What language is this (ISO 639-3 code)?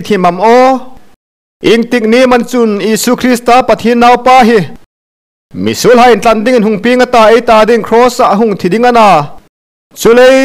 hmr